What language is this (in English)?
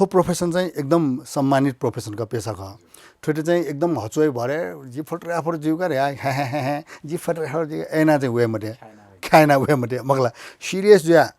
Newari